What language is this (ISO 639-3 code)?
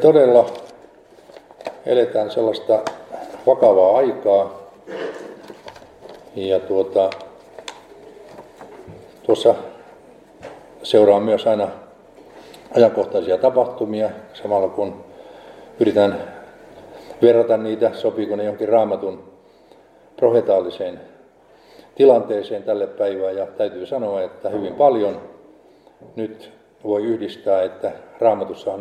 fin